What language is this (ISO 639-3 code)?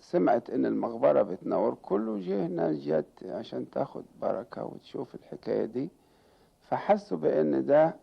arz